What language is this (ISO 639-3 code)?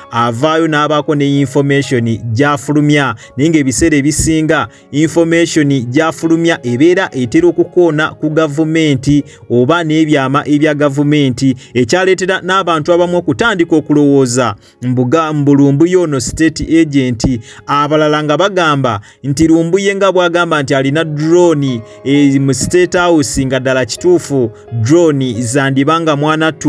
lug